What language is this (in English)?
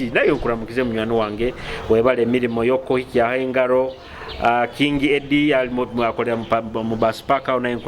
Nyoro